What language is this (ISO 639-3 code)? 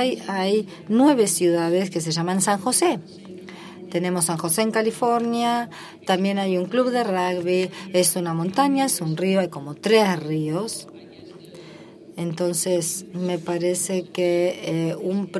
spa